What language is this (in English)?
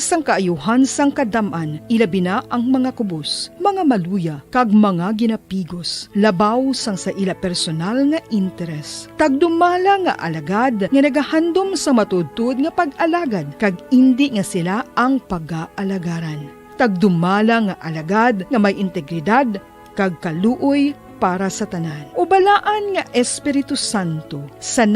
Hiligaynon